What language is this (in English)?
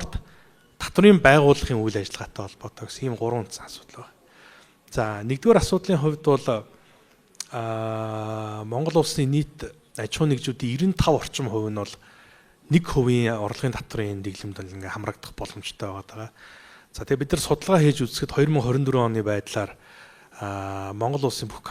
Mongolian